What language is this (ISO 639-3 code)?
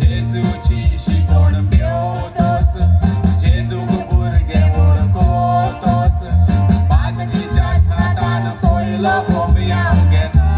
kok